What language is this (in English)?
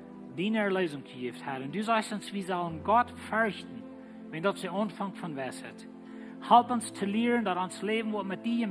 Plautdietsch